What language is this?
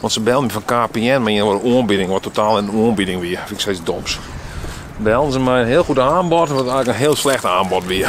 Western Frisian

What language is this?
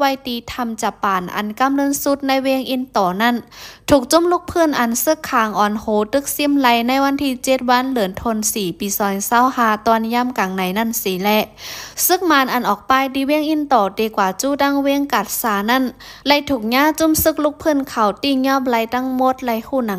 Shan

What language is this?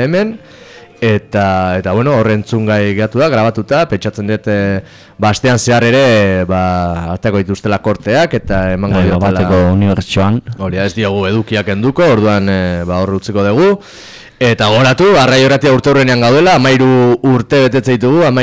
Basque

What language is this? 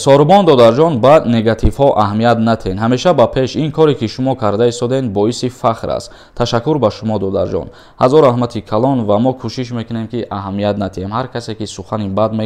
Tajik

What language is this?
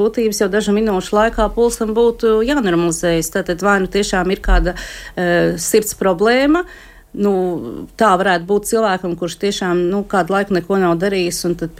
Latvian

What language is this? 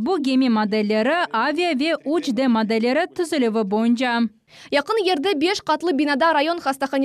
Crimean Tatar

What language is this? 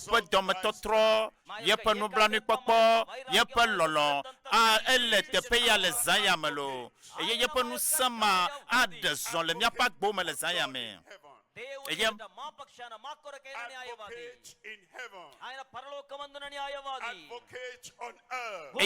Ewe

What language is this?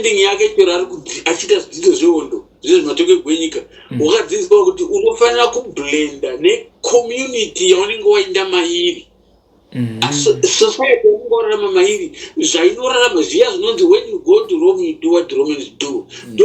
Shona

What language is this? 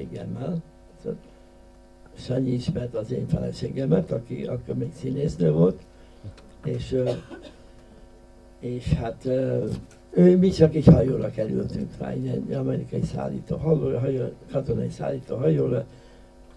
Hungarian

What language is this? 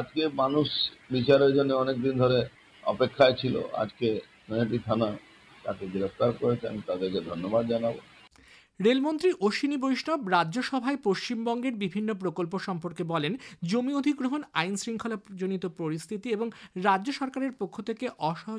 Bangla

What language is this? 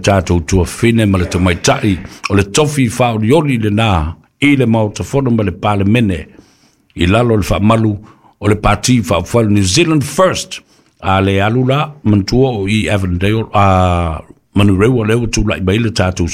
Samoan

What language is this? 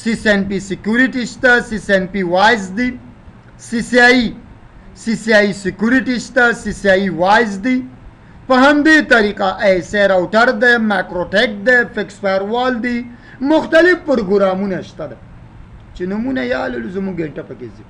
Pashto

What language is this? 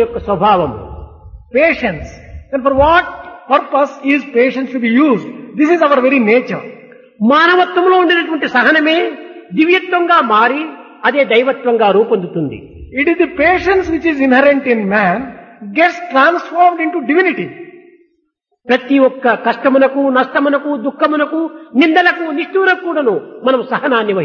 Telugu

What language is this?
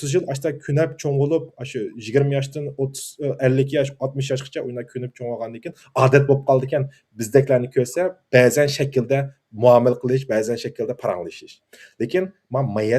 Uyghur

